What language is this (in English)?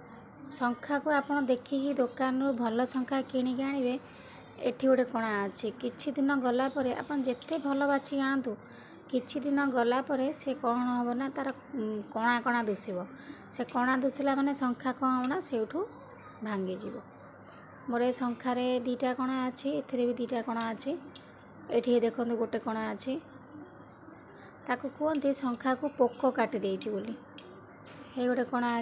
Odia